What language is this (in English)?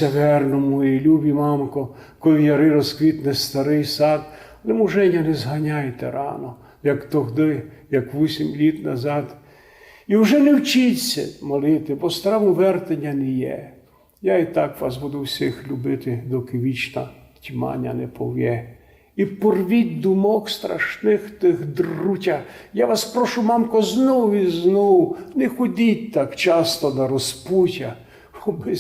Rusyn